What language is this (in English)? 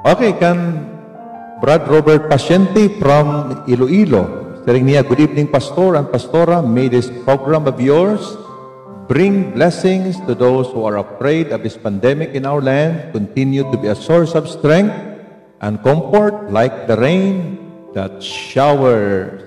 Waray